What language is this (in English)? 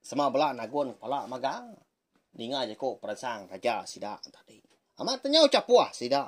Iban